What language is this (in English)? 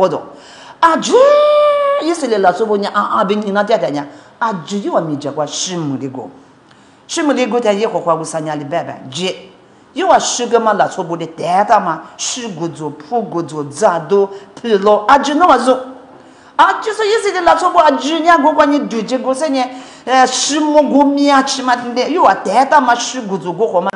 Lisu